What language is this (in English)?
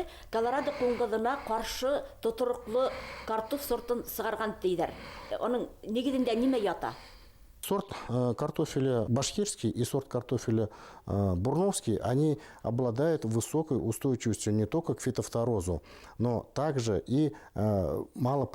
Bashkir